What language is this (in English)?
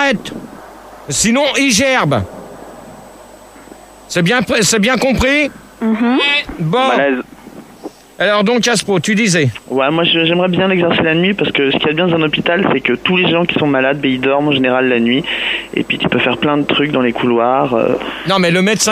French